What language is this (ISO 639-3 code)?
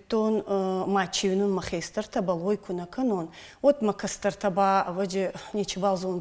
oss